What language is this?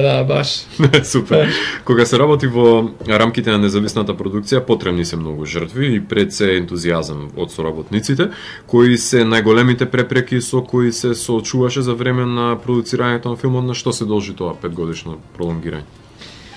Macedonian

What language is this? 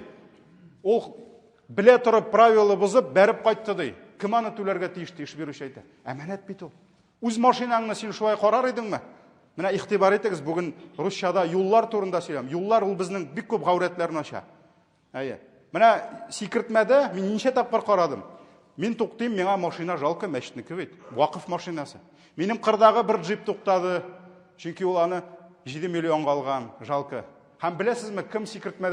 Tatar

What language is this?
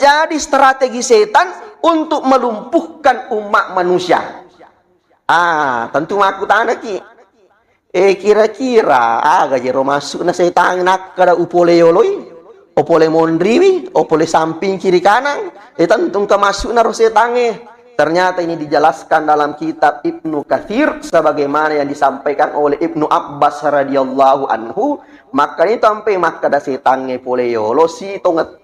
Buginese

